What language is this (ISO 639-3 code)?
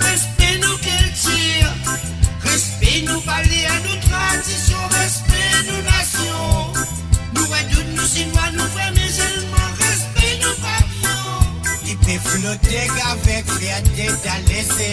mfe